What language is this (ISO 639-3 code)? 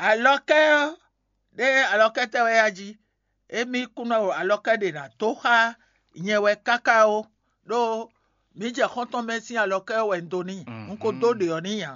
fon